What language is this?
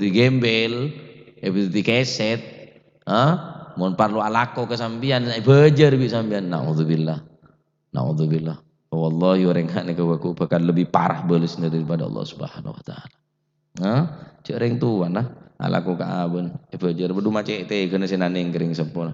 Madurese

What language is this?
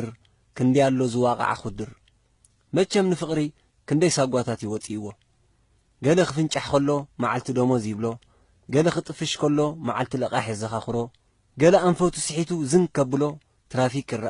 Tigrinya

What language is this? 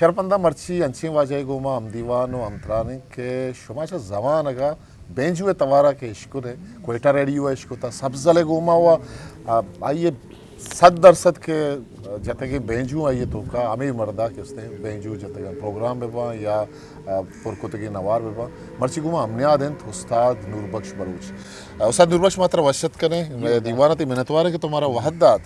Eastern Balochi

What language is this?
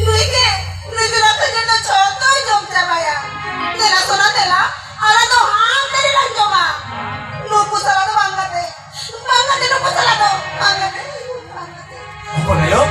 Santali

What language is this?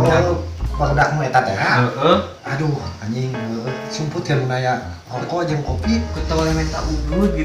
Sundanese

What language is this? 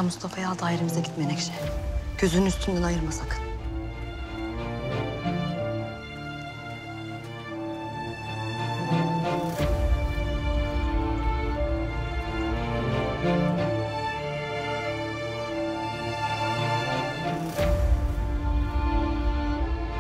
Turkish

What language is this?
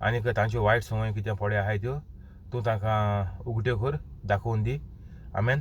Konkani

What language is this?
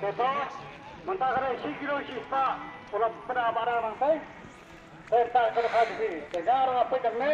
Khasi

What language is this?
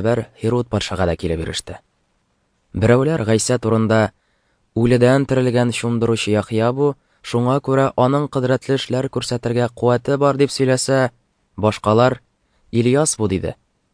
Tatar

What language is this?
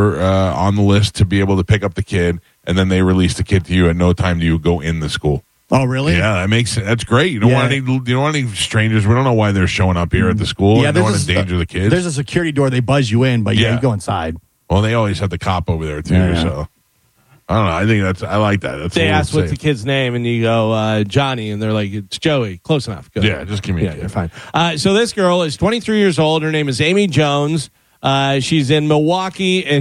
English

